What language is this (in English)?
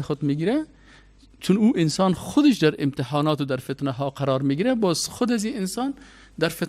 Persian